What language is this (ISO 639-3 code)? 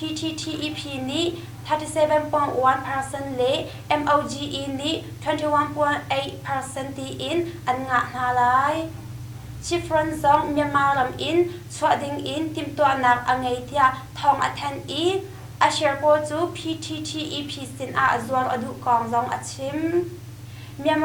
cnh